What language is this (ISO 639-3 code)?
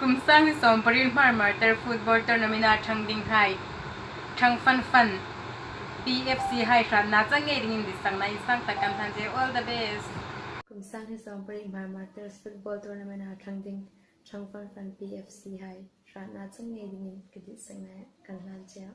hmr